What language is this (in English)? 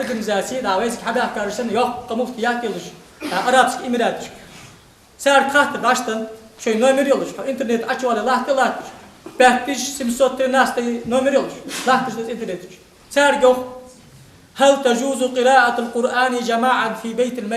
Ingush